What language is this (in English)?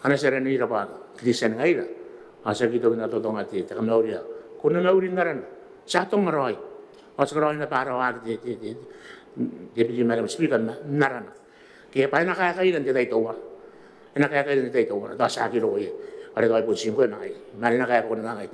Gilbertese